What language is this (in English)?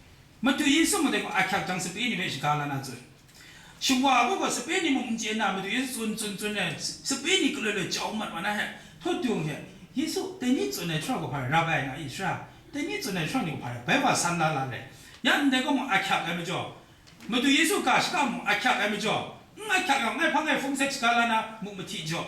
Kachin